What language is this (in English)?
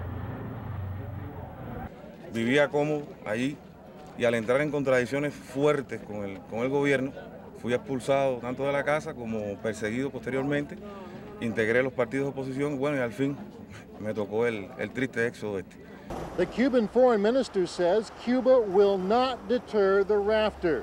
Spanish